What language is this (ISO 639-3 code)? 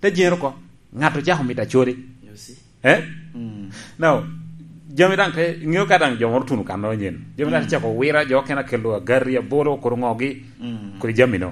laj